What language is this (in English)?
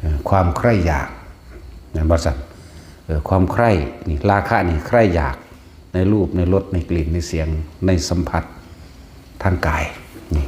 Northeastern Thai